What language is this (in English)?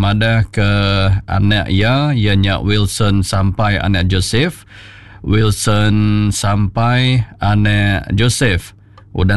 Iban